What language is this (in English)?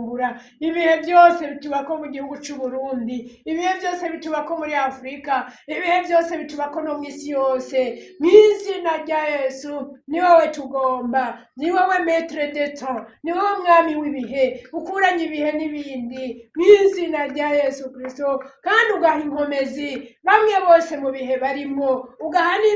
Rundi